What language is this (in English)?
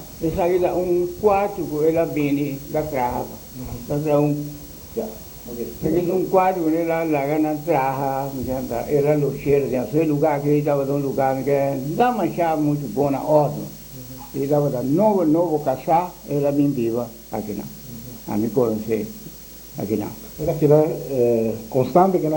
Papiamento